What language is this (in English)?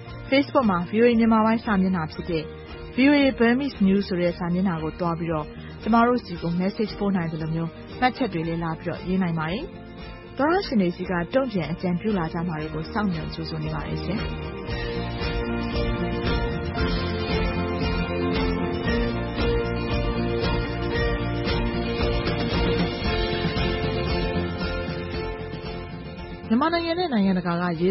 Burmese